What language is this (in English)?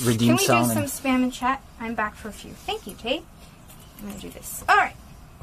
English